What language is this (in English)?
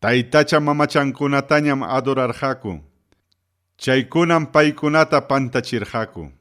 Ayacucho Quechua